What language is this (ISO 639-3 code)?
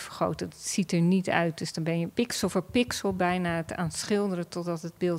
nld